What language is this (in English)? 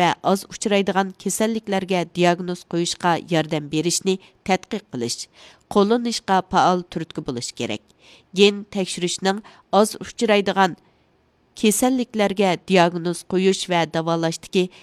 Uyghur